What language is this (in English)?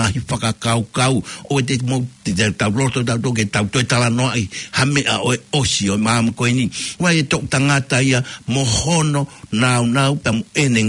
Tongan